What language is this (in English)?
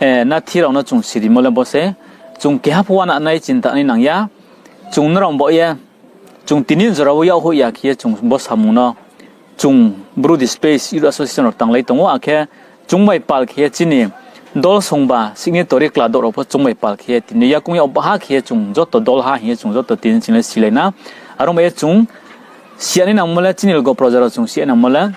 Riang (India)